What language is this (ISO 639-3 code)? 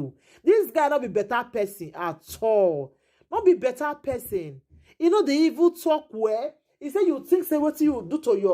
pcm